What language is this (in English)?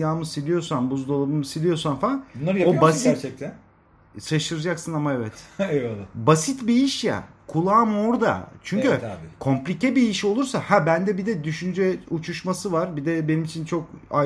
Turkish